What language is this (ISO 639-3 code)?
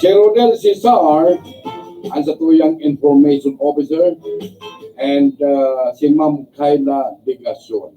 bik